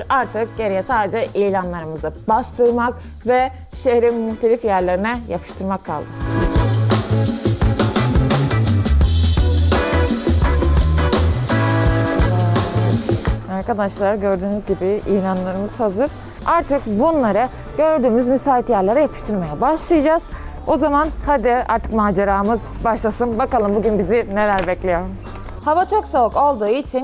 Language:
Turkish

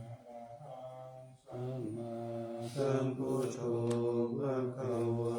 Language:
Pali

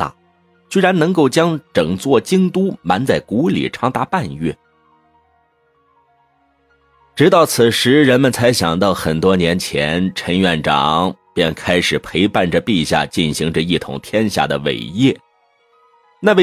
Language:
Chinese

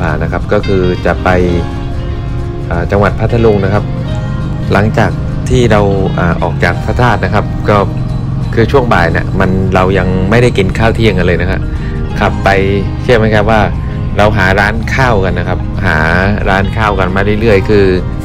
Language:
Thai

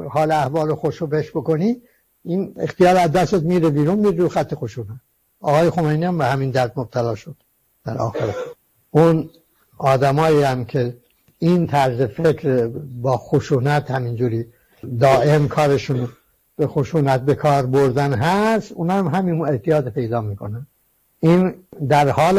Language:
Persian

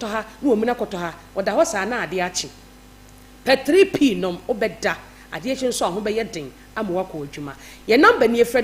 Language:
Akan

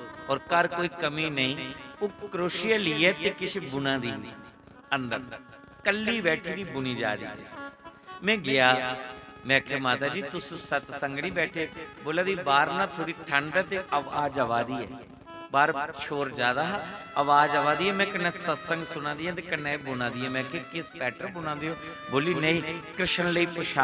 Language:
Dogri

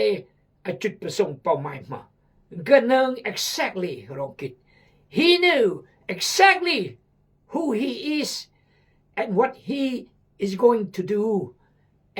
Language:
Khmu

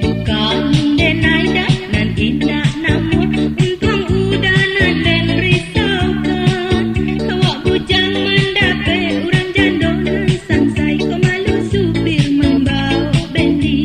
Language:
Minangkabau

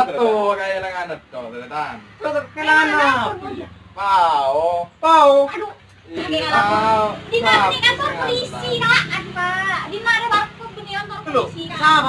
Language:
Madurese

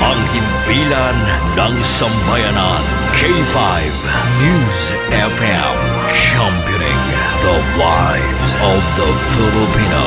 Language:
Hiligaynon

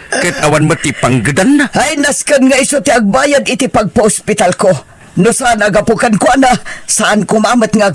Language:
Iloko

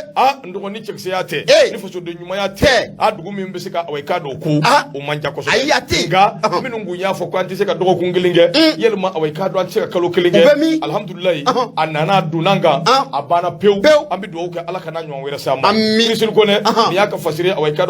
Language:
Bambara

